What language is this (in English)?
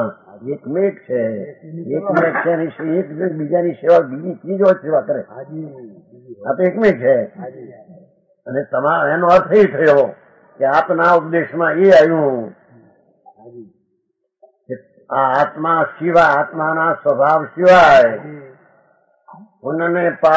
Gujarati